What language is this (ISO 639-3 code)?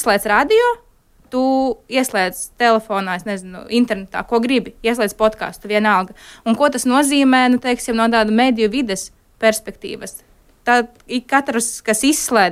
lav